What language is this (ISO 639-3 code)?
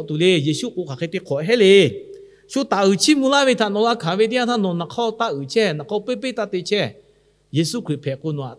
lhu